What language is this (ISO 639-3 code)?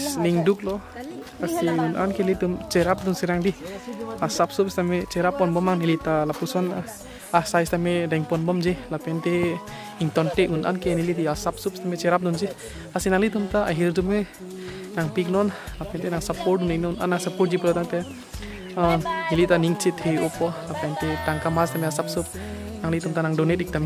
mjw